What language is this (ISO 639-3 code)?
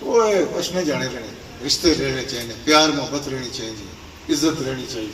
phr